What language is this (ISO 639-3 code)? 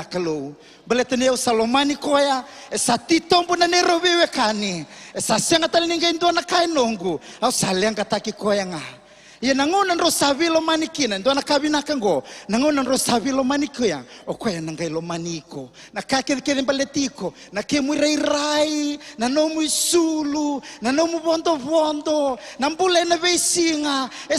fij